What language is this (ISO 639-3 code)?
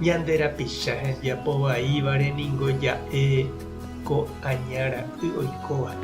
grn